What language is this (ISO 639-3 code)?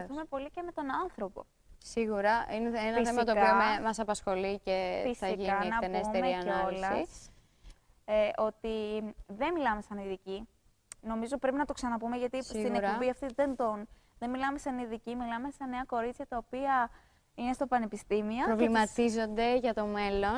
ell